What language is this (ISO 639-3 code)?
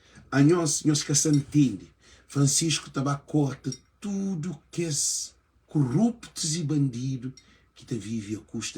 kea